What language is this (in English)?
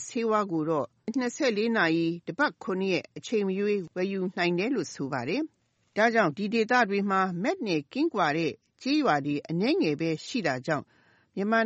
Burmese